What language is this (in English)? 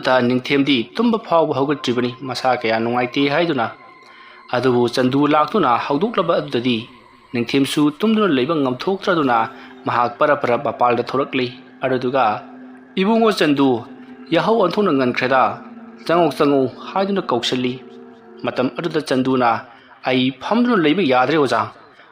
Manipuri